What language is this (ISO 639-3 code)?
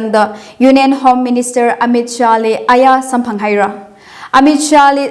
nmf